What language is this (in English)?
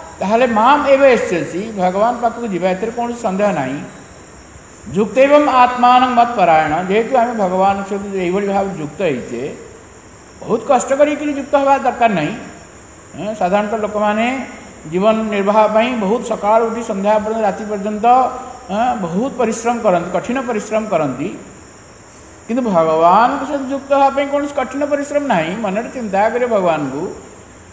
Odia